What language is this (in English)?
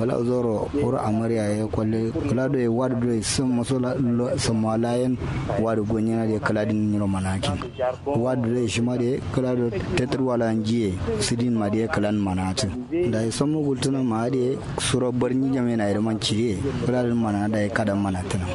Kanuri